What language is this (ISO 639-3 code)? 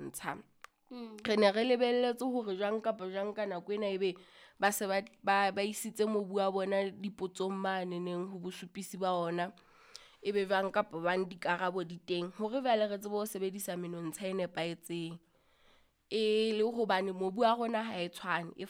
sot